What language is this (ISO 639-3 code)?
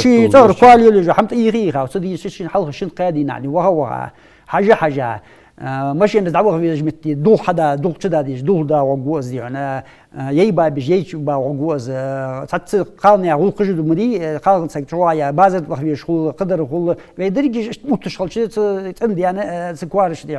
inh